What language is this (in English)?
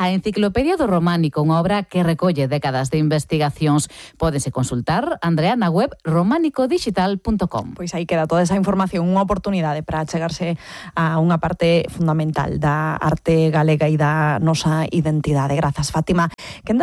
Galician